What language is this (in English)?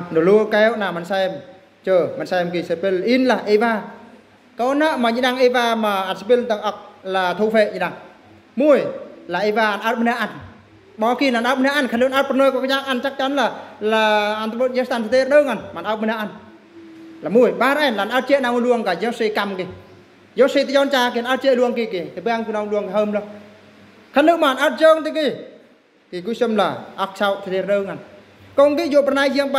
Eastern Bru